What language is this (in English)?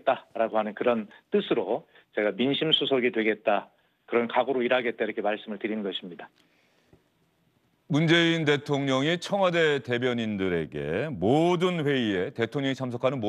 Korean